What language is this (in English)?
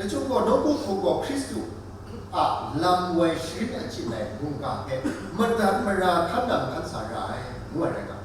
Kachin